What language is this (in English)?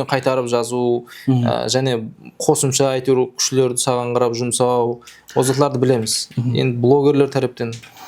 Kara-Kalpak